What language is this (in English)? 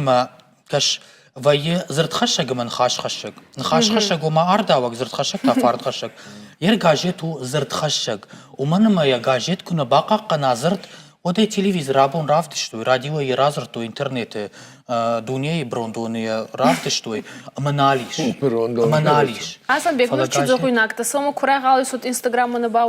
Ossetic